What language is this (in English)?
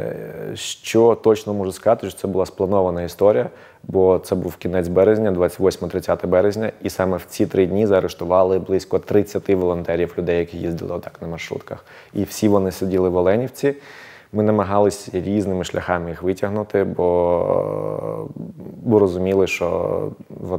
Ukrainian